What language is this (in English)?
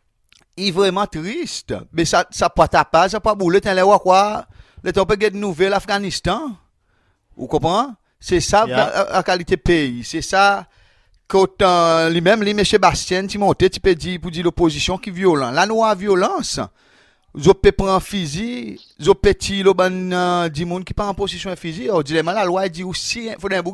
Seselwa Creole French